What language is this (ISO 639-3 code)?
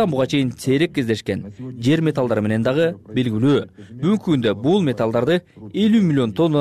kir